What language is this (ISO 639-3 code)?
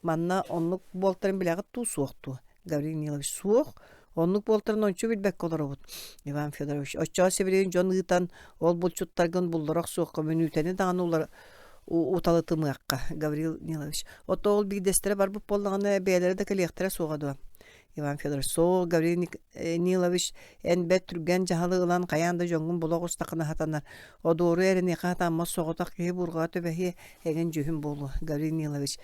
sah